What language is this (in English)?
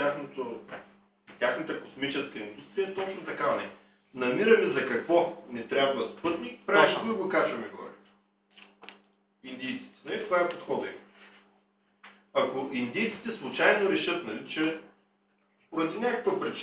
Bulgarian